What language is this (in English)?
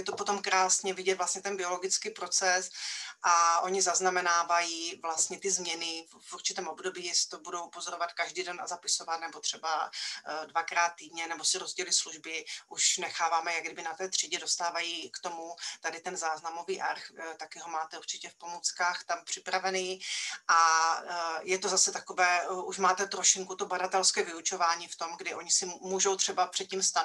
Czech